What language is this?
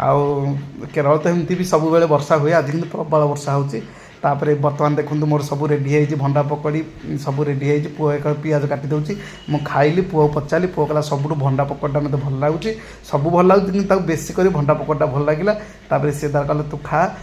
Odia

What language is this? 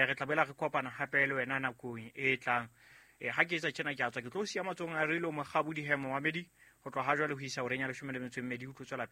Southern Sotho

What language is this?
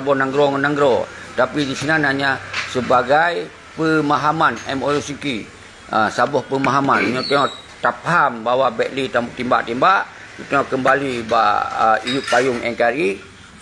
Achinese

